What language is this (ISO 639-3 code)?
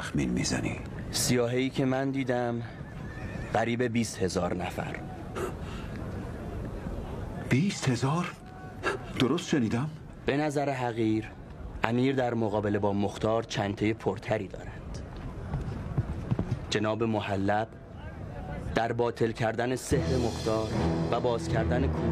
fas